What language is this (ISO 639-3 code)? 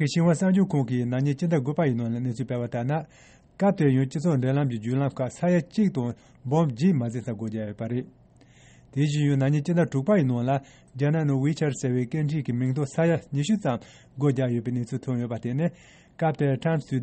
bod